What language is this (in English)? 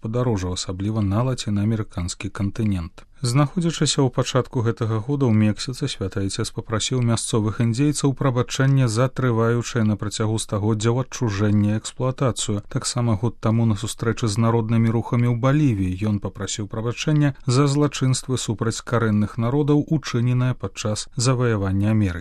Belarusian